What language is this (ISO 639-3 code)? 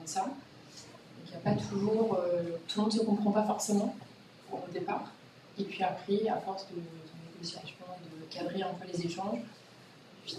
fra